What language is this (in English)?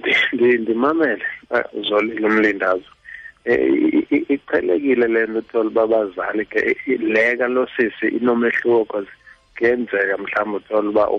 Xhosa